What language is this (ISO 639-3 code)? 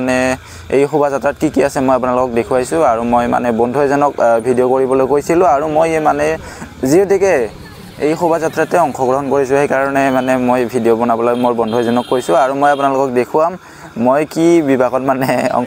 asm